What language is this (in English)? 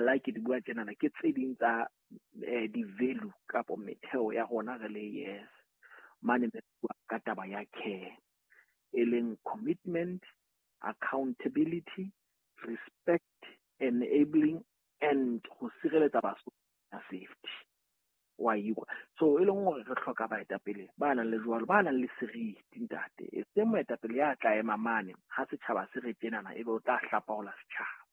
Southern Sotho